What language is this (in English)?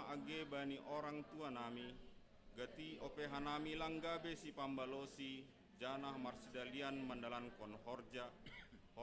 Batak Simalungun